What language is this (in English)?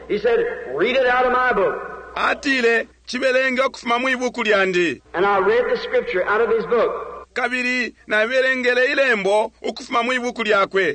Bemba